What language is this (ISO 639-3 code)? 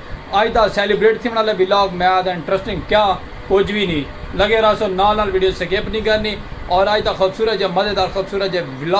skr